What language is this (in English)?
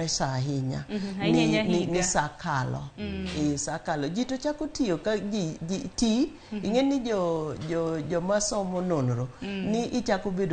Luo (Kenya and Tanzania)